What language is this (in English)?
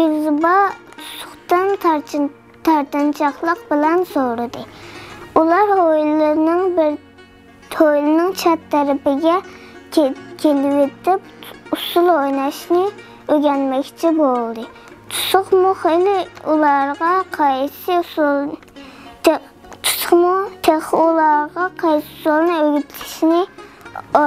Uyghur